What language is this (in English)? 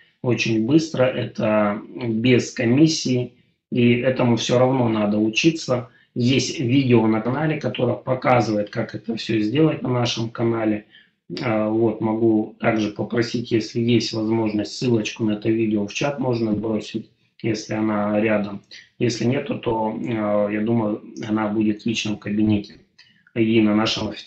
Russian